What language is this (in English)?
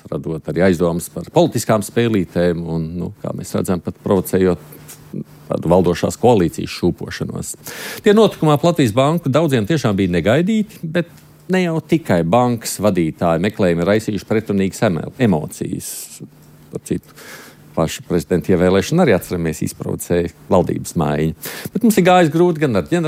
Latvian